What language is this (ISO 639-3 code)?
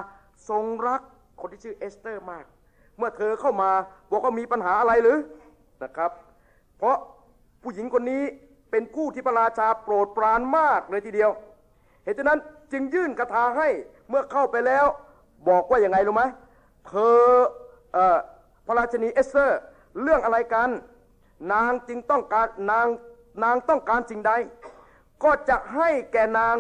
tha